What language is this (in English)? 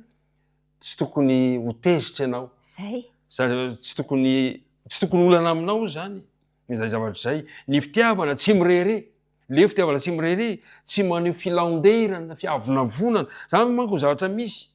Malagasy